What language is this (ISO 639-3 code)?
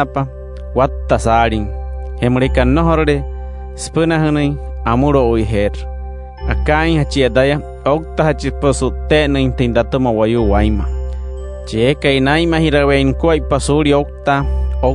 guc